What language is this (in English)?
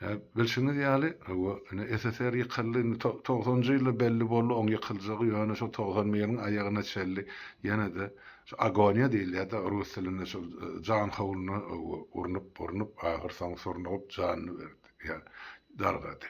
Turkmen